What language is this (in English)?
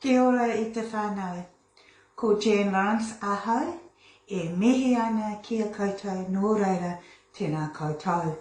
Māori